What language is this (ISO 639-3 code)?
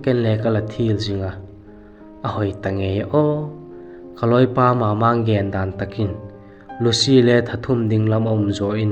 vap